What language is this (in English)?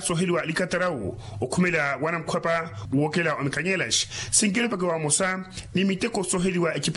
Makhuwa